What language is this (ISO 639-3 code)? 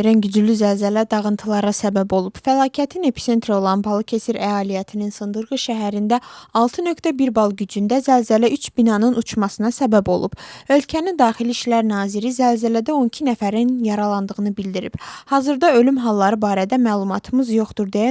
aze